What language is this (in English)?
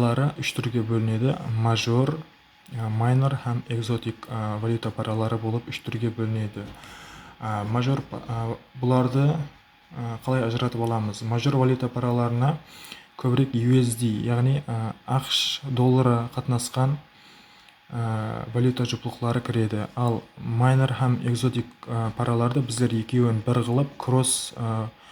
Kara-Kalpak